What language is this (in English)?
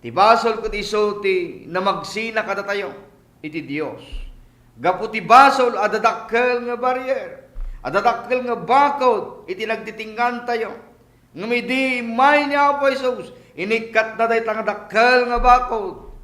Iloko